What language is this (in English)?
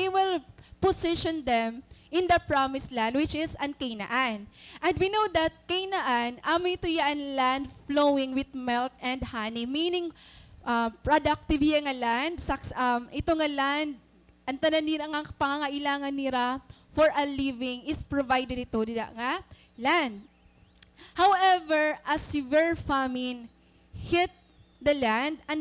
Waray